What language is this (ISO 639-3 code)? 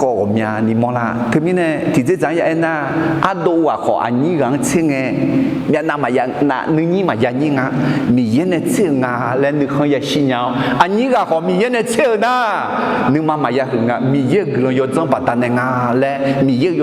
ahk